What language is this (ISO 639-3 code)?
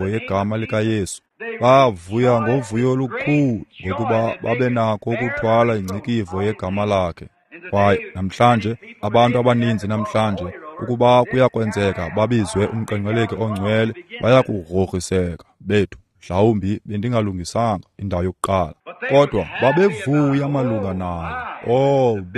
xho